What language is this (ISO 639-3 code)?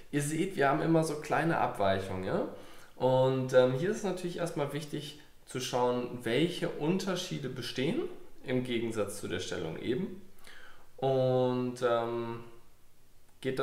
deu